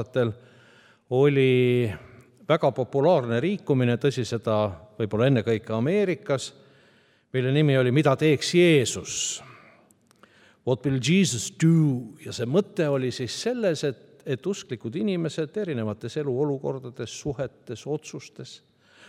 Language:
Estonian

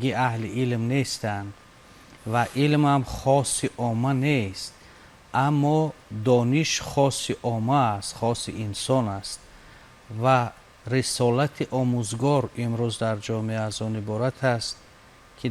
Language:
Tajik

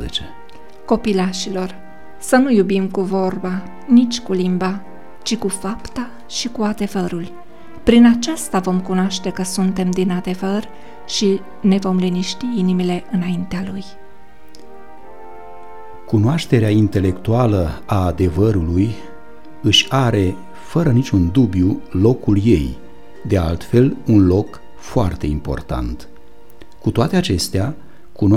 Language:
Romanian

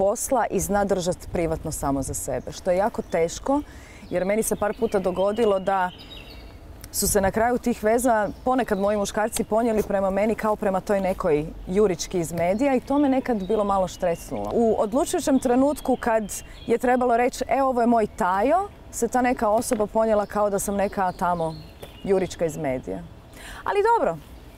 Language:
Croatian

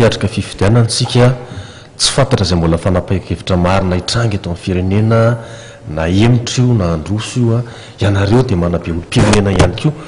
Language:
Malagasy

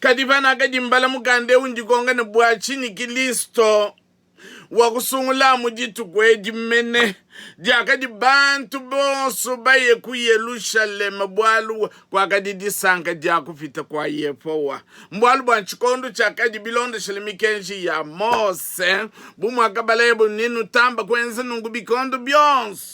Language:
Luba-Lulua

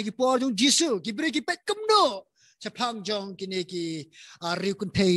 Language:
Khasi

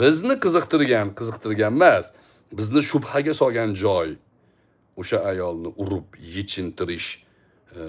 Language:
Uzbek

